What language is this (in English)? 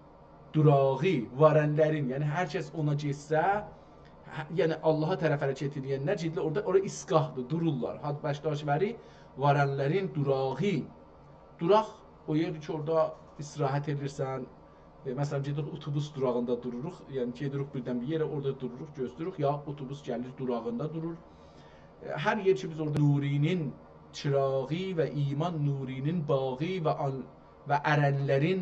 South Azerbaijani